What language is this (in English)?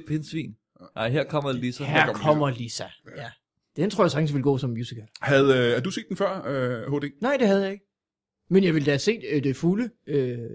Danish